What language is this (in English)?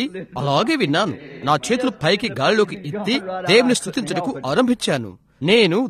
Telugu